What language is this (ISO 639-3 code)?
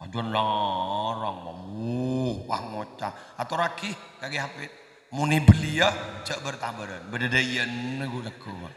mad